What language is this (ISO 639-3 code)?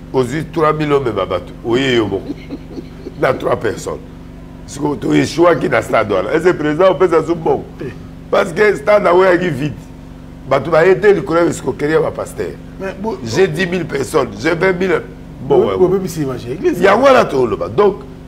lin